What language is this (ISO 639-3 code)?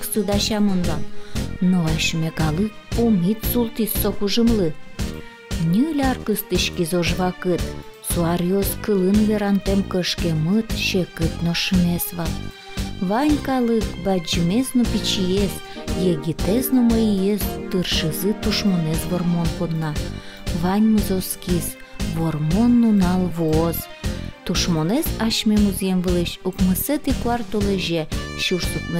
udm